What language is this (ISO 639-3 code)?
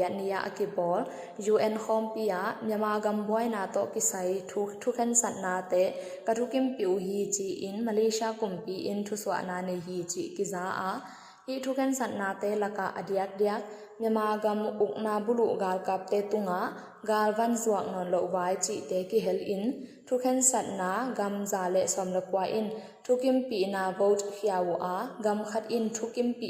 ctd